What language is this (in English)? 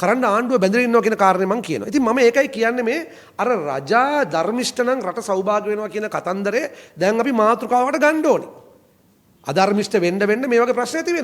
Sinhala